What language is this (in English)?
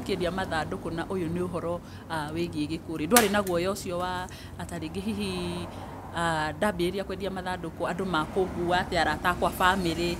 Kikuyu